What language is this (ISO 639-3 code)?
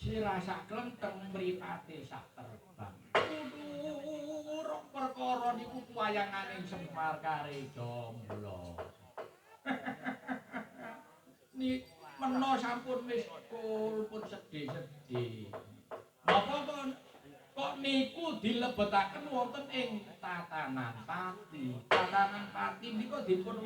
jav